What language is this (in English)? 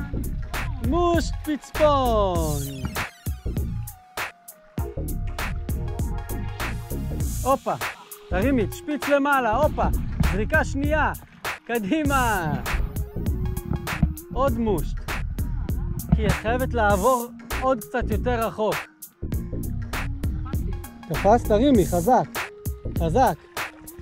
Hebrew